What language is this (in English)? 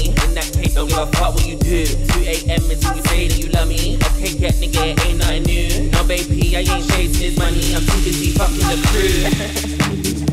English